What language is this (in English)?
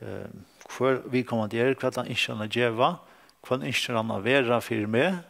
Faroese